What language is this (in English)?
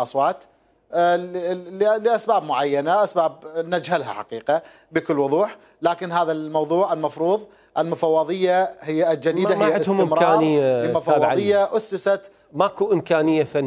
Mesopotamian Arabic